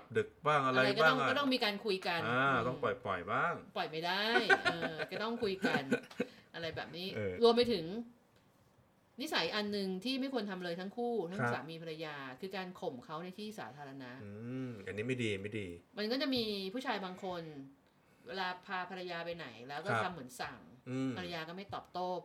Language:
Thai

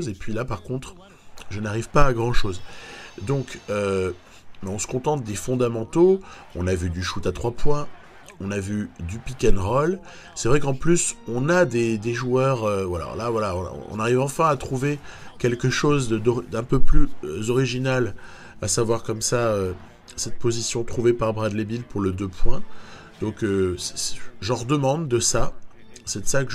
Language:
French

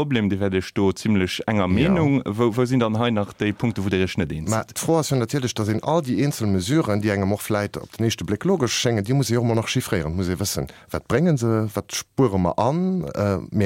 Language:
Luxembourgish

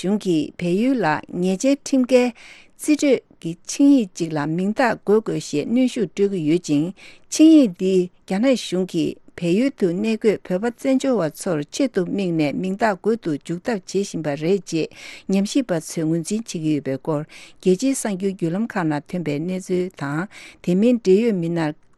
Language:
Tibetan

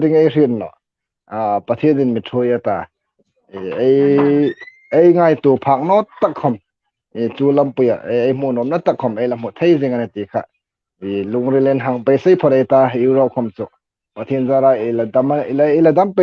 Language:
Hmar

